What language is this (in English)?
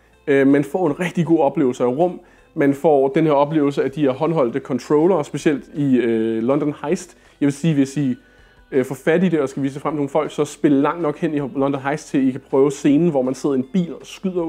Danish